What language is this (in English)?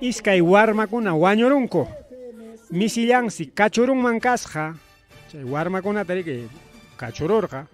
Ayacucho Quechua